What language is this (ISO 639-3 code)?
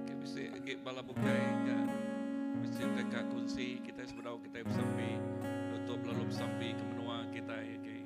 iba